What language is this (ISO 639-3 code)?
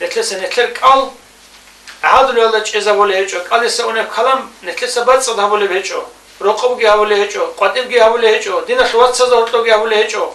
ava